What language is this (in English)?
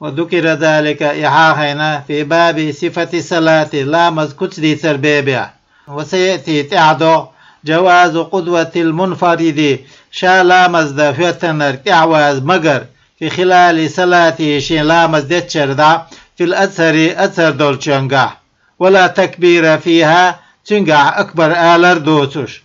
Chechen